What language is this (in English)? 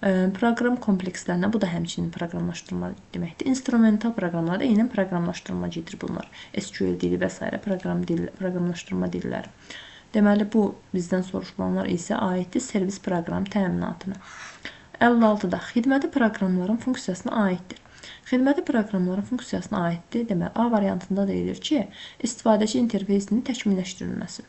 Azerbaijani